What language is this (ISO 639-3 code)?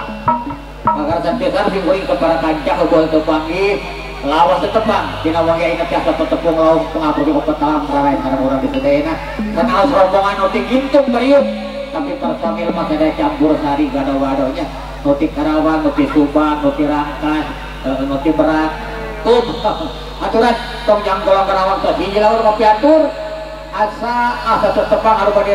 sun